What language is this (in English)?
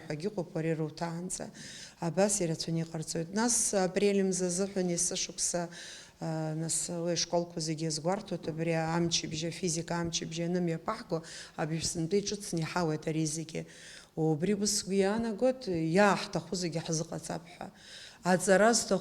Abkhazian